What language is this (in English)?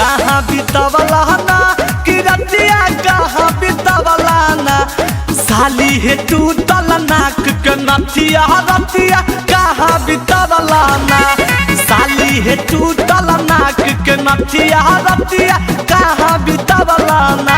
Magahi